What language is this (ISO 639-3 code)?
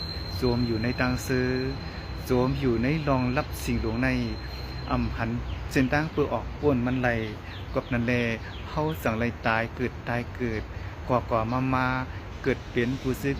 shn